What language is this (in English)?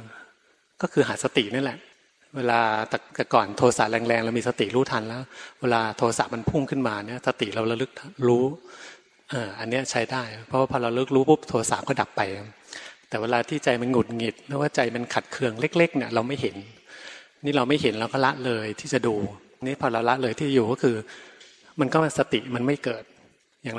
Thai